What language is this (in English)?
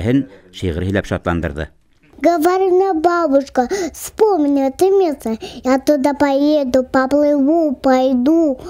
Bashkir